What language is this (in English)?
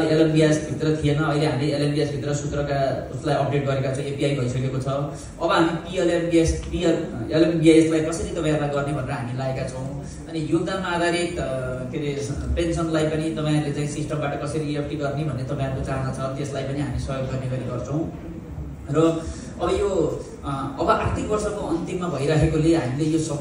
Nepali